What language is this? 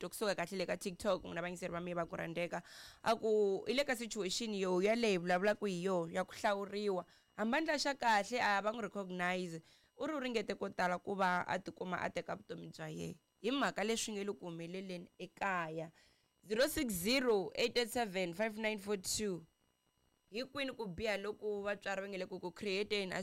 Tsonga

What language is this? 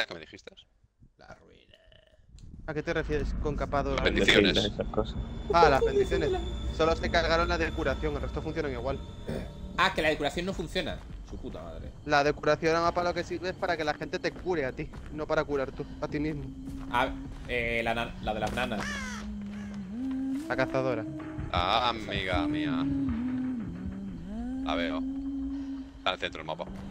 Spanish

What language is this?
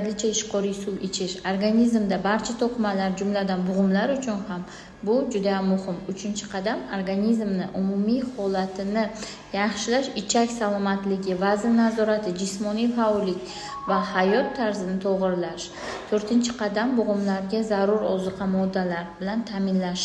Uzbek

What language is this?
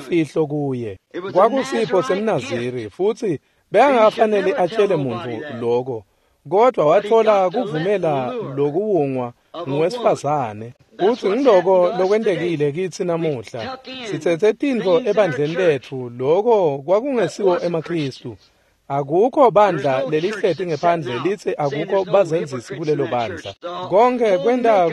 Swati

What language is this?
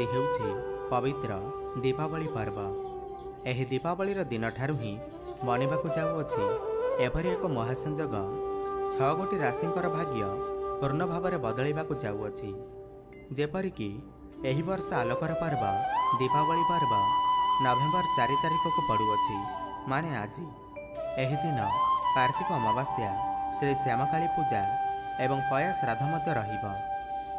Odia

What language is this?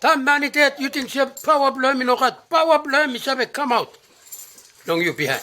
Bislama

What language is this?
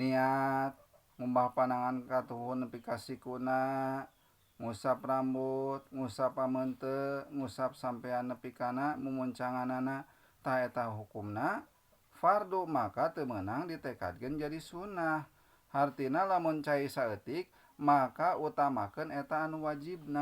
Sundanese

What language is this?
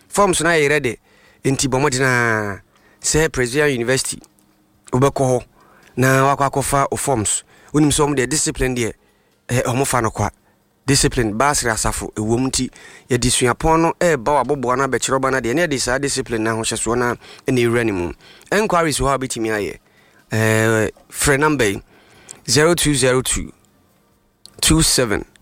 Akan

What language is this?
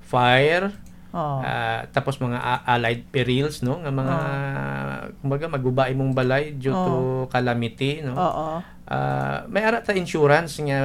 Hiligaynon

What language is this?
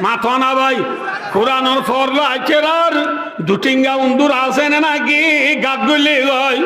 Rohingya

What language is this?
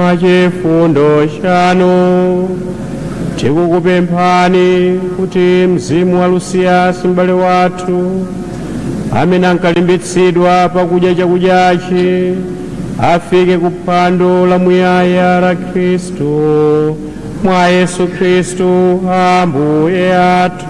Nyanja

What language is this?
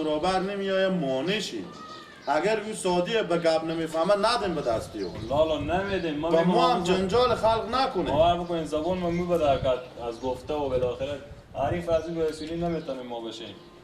Persian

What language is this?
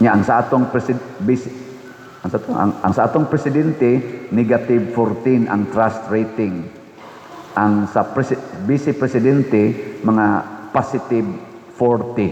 Cebuano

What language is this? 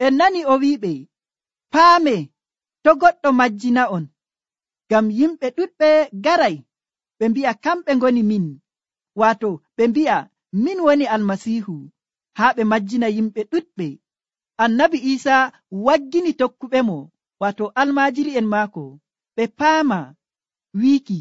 Nigerian Fulfulde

